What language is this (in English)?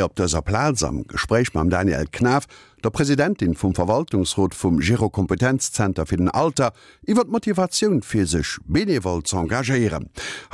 Luxembourgish